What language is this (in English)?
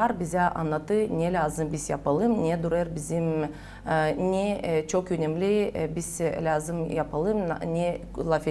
Gagauz